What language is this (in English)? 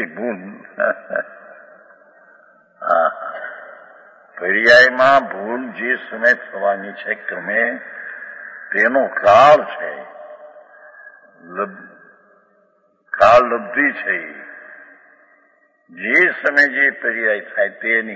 Gujarati